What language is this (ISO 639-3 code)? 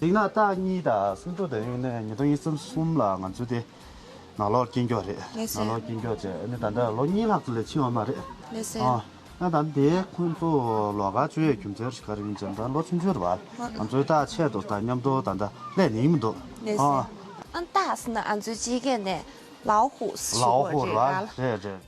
bod